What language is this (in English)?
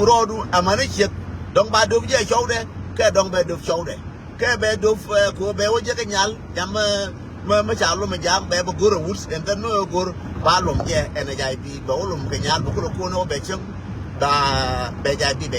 Nuer